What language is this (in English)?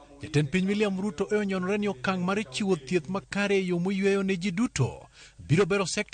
Luo (Kenya and Tanzania)